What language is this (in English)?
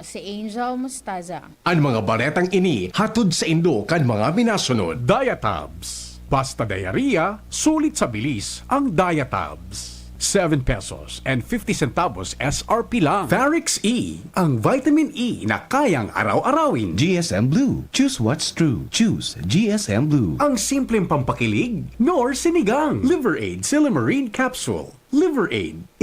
Bikol